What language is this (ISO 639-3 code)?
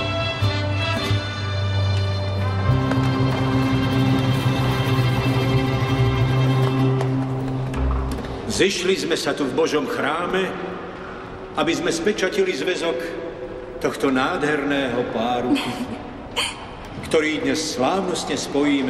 slk